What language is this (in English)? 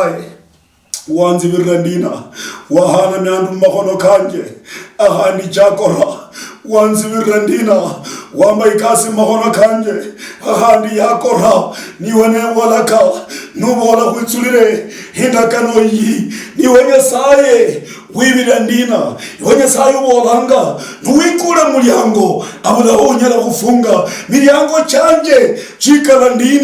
Luyia